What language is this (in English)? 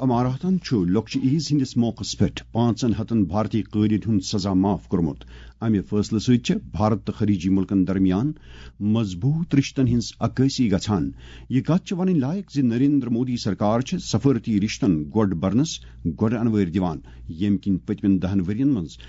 Kashmiri